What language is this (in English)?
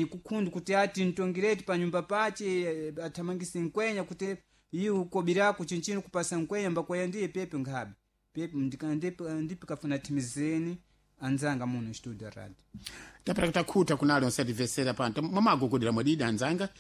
Sena